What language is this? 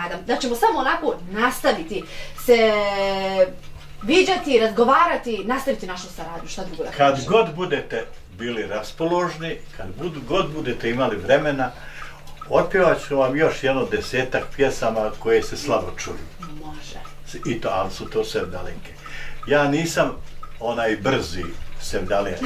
Bosnian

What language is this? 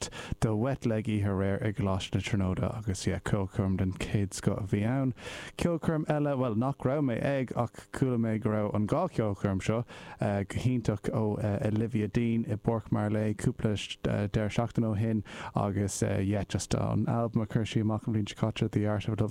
Irish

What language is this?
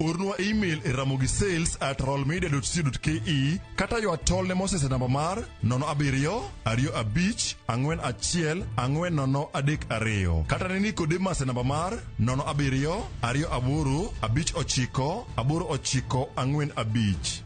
Luo (Kenya and Tanzania)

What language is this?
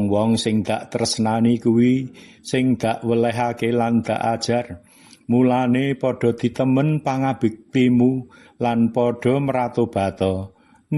Javanese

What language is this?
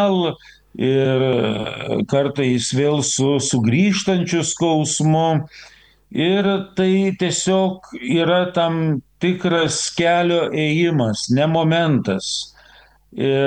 Lithuanian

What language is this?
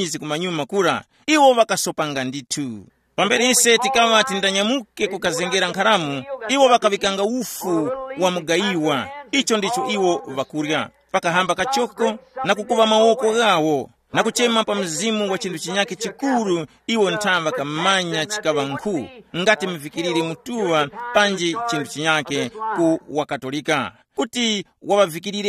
Tumbuka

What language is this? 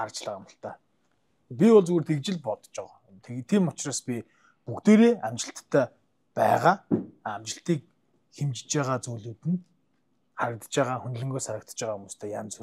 Mongolian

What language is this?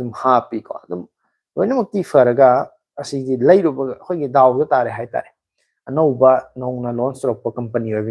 Manipuri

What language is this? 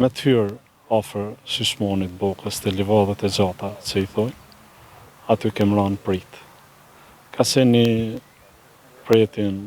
Albanian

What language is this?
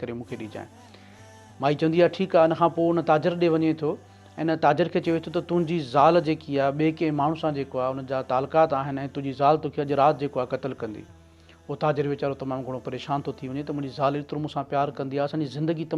Sindhi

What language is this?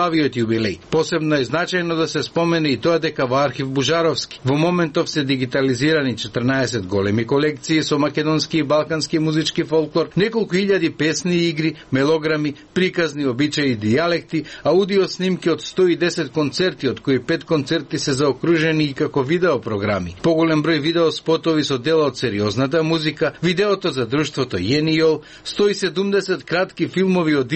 Macedonian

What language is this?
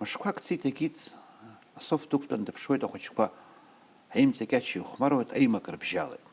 Abkhazian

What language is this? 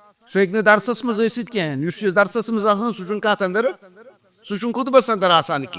Kashmiri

